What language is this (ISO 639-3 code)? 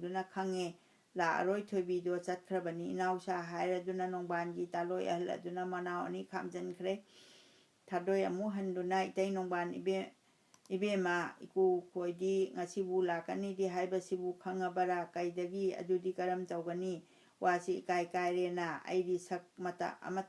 mni